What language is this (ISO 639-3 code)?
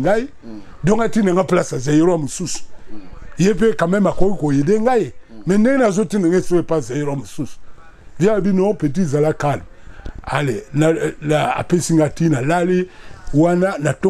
lin